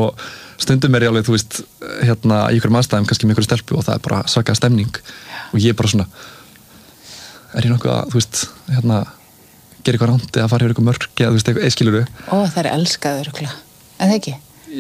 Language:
Icelandic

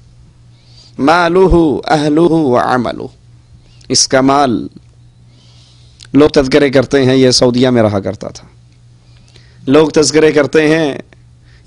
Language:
Urdu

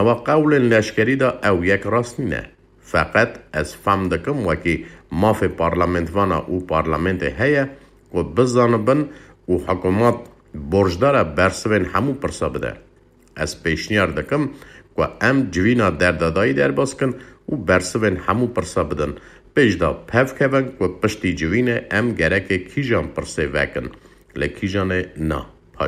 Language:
Kurdish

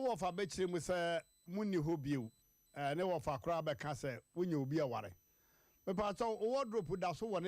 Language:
Akan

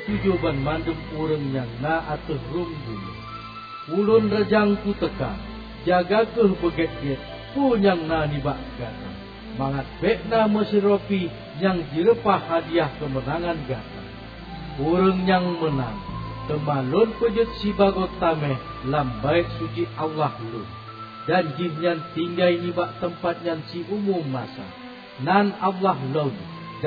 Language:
Achinese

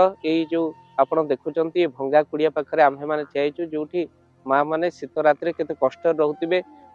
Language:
Odia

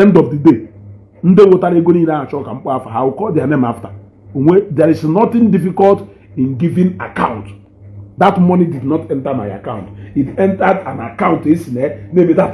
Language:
Igbo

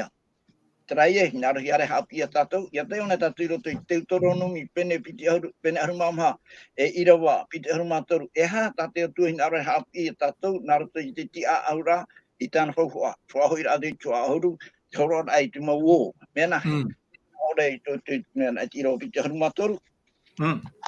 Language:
Tahitian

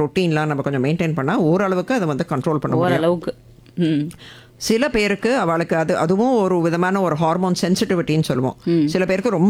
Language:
Tamil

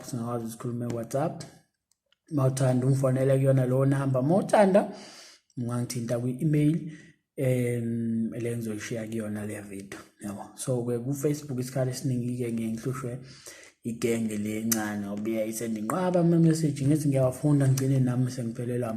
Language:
Zulu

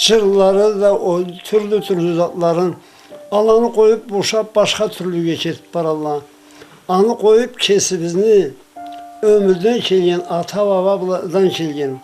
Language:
Karachay-Balkar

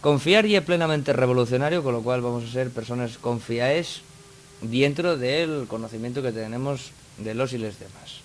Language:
Asturian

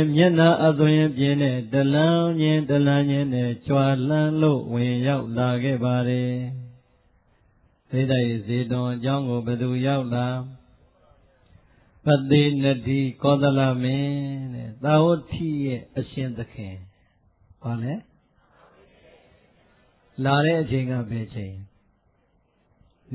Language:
Burmese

